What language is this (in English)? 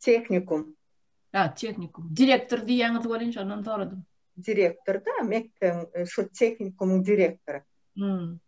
Turkmen